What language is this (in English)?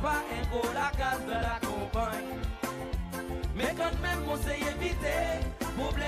Seselwa Creole French